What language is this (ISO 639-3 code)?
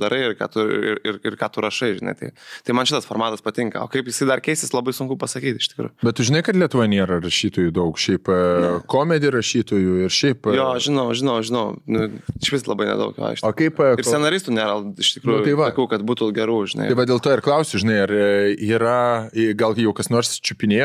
lit